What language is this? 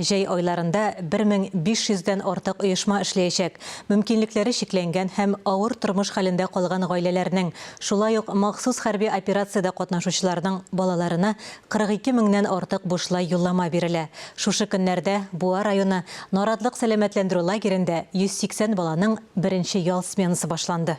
Tatar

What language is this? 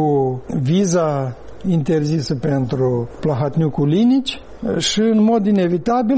Romanian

